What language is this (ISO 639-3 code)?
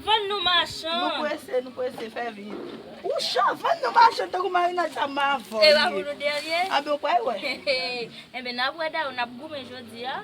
hat